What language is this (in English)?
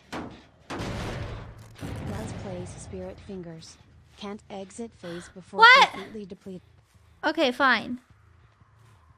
English